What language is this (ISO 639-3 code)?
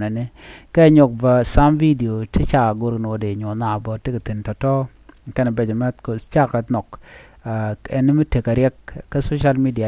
nus